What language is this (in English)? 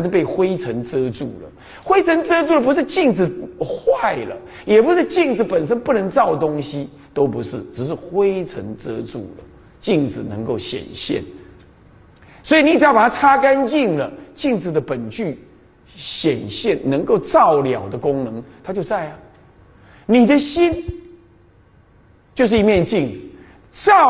Chinese